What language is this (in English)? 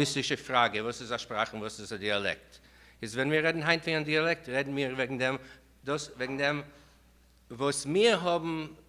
Yiddish